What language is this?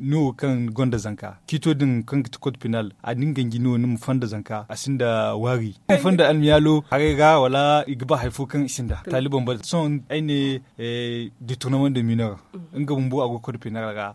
Zarma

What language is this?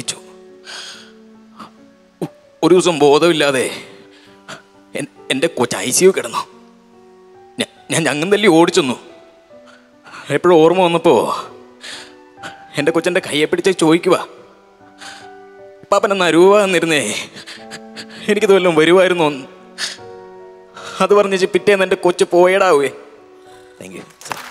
Malayalam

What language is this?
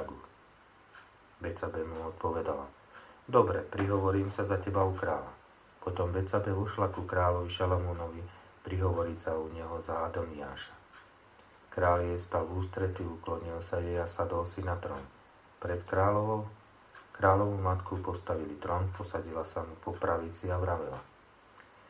Slovak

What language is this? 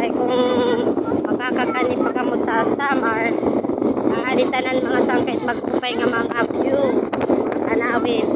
Waray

